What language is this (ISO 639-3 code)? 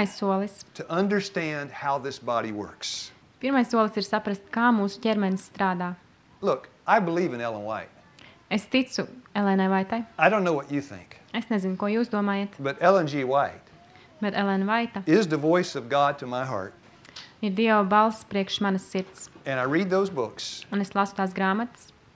lav